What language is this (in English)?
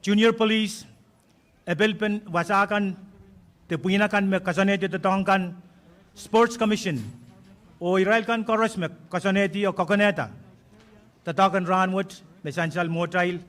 Pohnpeian